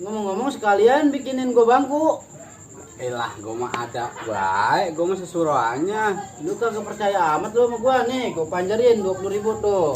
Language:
Betawi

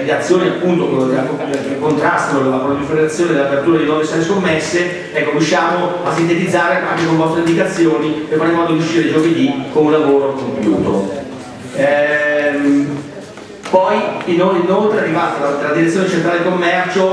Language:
Italian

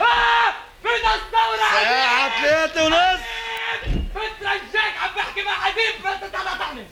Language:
North Levantine Arabic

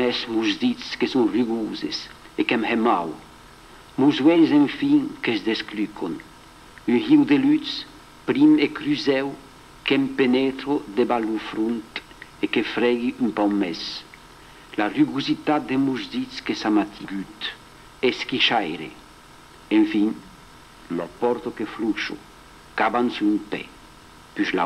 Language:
Occitan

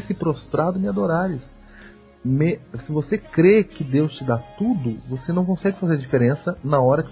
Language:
Portuguese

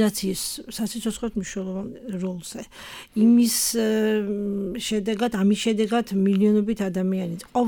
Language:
Georgian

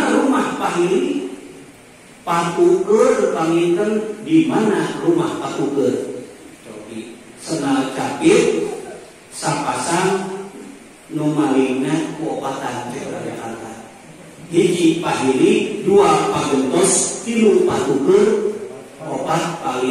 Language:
Sundanese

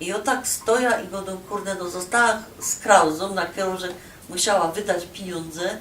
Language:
Silesian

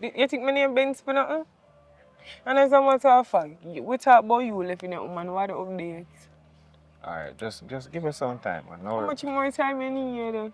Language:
Jamaican Creole English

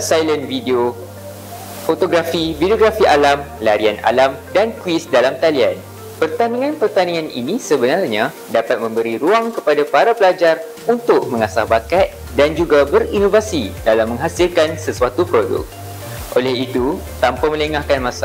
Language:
Malay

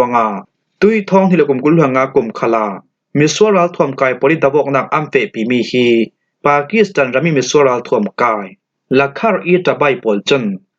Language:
Falam Chin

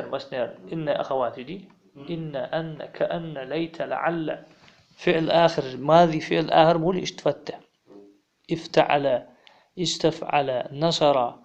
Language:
Ingush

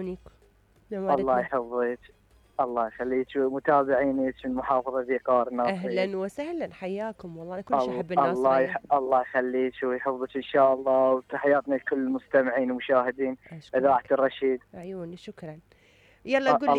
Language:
Mesopotamian Arabic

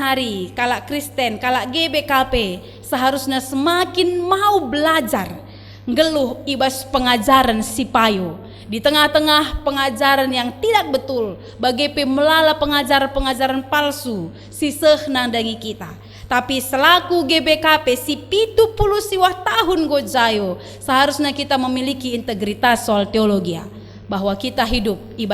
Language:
Batak Karo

